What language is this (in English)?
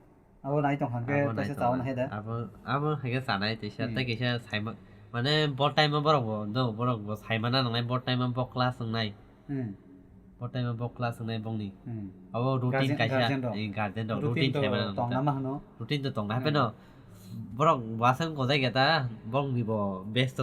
Kok Borok